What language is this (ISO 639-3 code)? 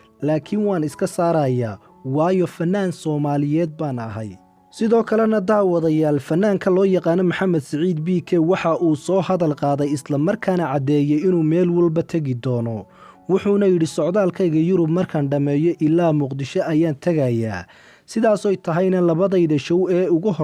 som